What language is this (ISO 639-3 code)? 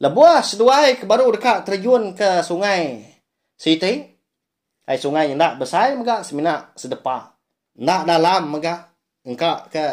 iba